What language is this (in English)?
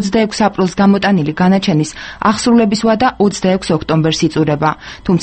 Georgian